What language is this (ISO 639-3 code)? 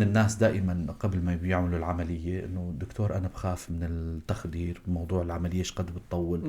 apc